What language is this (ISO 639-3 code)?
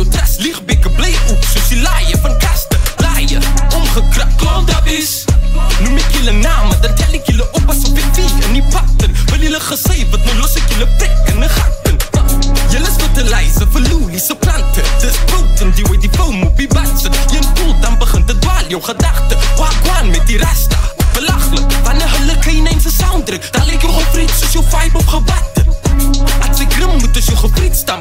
afr